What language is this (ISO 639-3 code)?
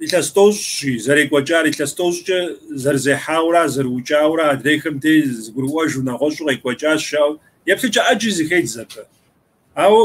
kbd